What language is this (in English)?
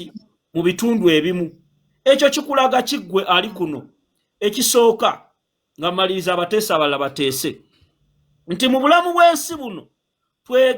Ganda